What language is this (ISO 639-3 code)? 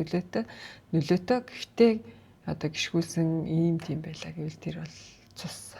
mon